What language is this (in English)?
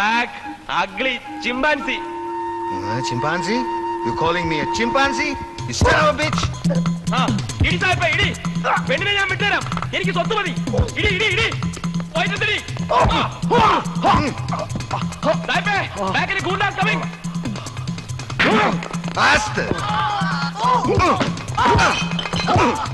Malayalam